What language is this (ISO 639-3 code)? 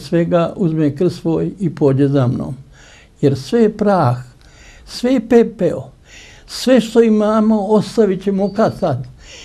srp